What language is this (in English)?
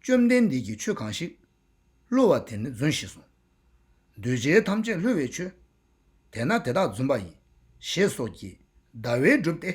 Tibetan